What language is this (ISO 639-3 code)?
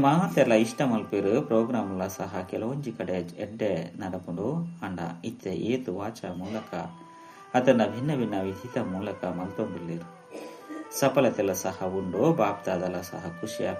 tcy